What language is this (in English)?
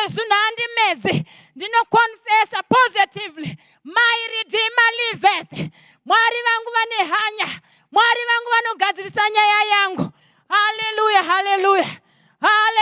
Shona